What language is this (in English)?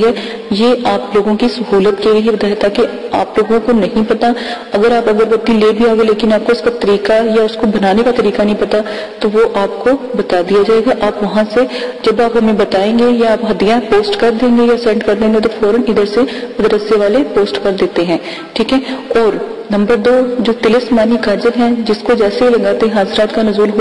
Urdu